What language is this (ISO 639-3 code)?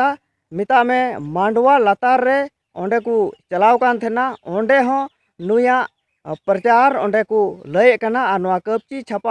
sat